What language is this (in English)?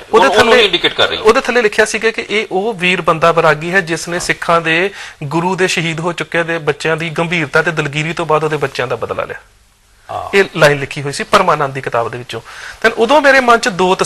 Punjabi